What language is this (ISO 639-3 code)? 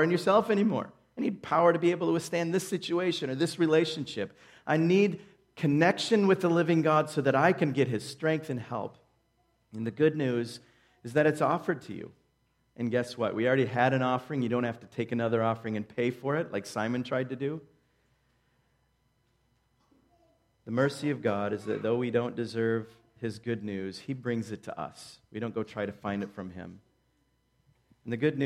eng